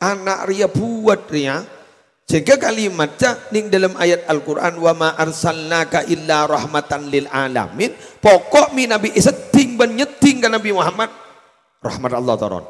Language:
Madurese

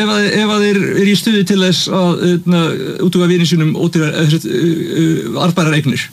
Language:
Icelandic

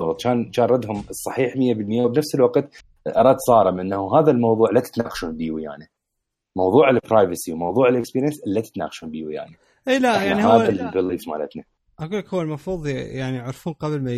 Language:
Mesopotamian Arabic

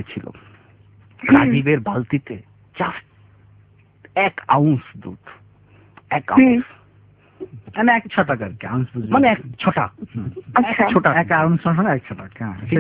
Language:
Bangla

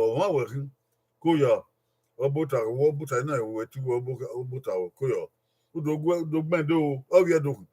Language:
Bini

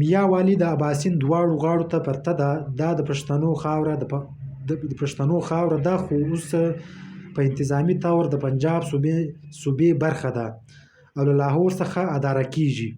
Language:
Pashto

